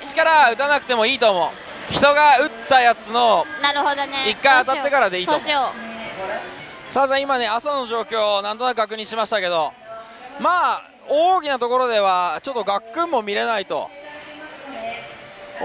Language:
Japanese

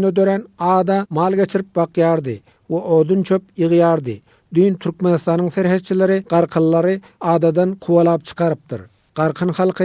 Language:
Turkmen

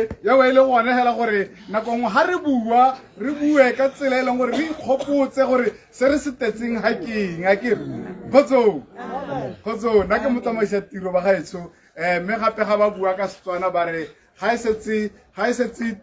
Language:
Tswana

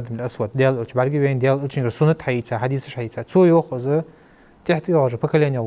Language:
Ingush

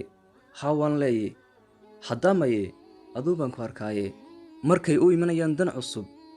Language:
Somali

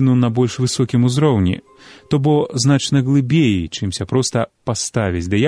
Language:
Belarusian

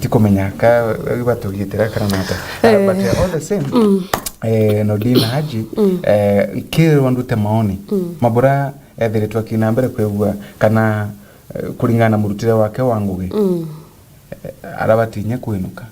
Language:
Meru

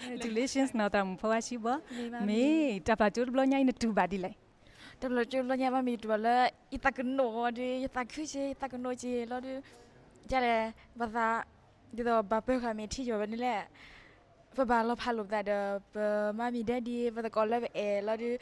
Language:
S'gaw Karen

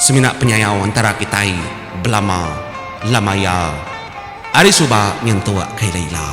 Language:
Iban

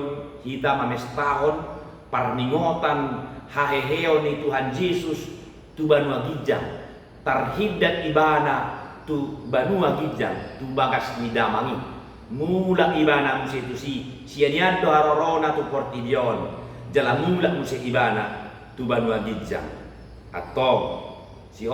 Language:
Batak Toba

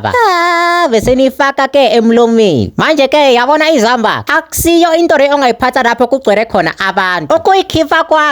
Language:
Zulu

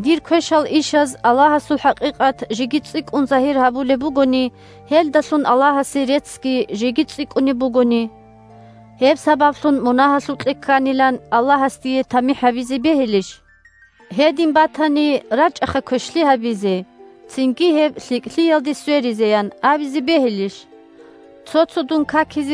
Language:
Avaric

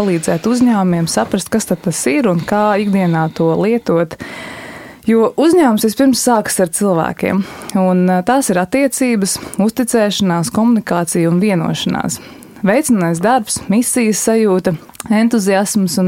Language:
Latvian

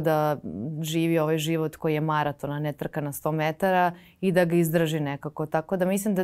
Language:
Serbian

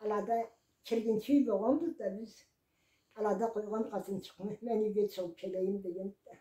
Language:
Karachay-Balkar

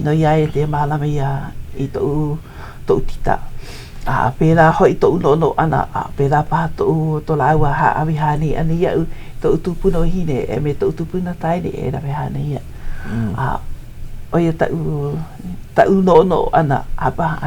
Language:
Hawaiian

